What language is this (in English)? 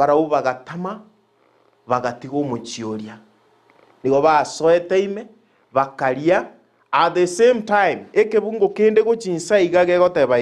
Gusii